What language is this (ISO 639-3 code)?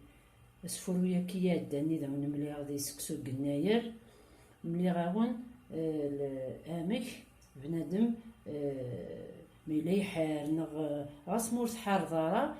kab